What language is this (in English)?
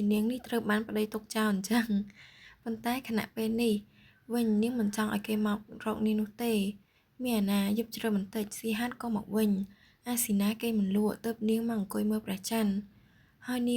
Khmer